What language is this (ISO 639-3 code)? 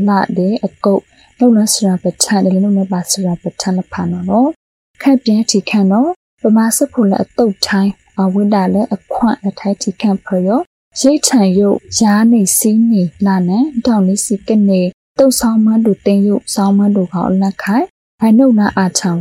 mya